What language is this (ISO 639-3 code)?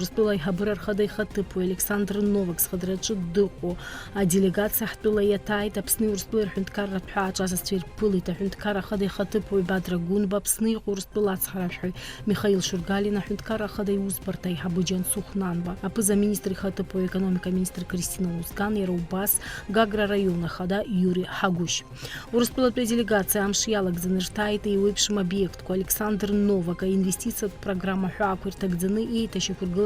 abk